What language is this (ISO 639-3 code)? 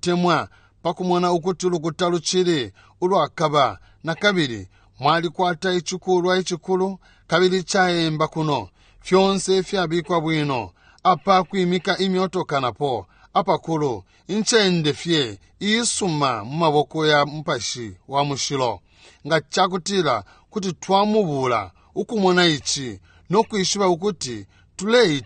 bem